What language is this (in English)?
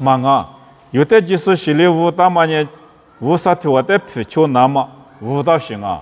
Lisu